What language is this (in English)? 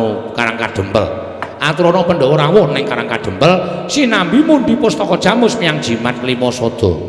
Javanese